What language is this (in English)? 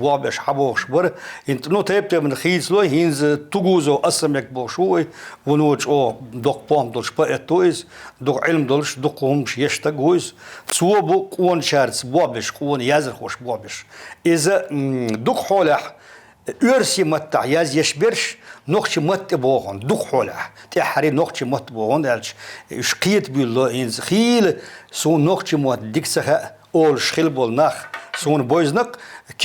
Chechen